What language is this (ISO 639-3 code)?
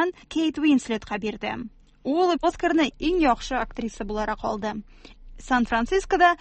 tat